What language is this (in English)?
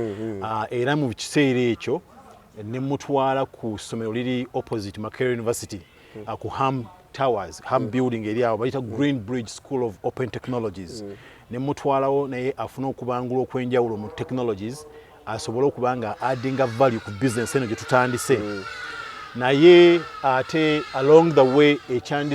Ganda